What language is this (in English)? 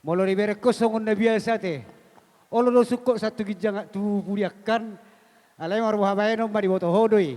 Batak Toba